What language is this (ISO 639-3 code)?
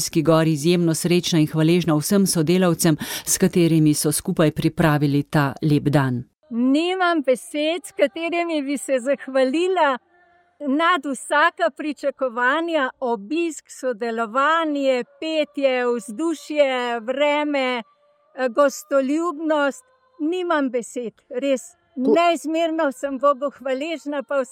slv